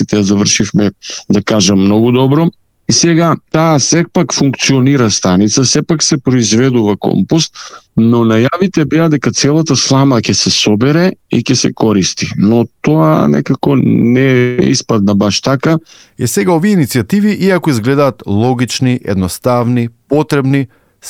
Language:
Macedonian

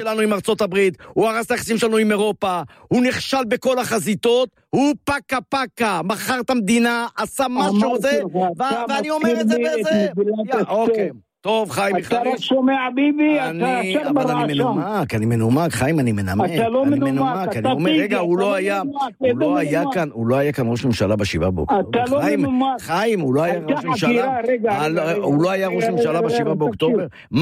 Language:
Hebrew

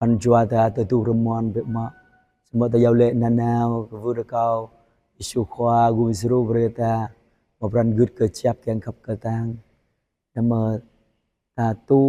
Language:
Jarai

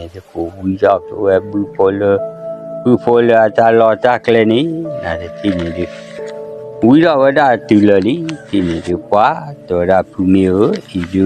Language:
S'gaw Karen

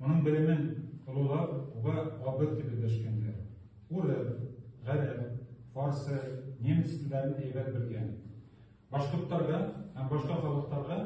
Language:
Bashkir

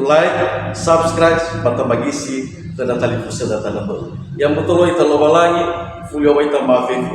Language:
Nias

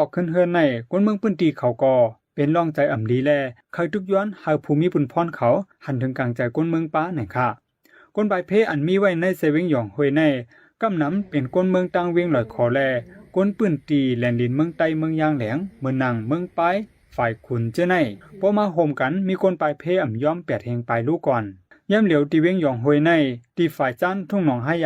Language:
Shan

